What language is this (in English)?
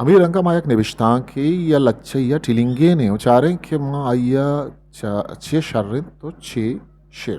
Eastern Balochi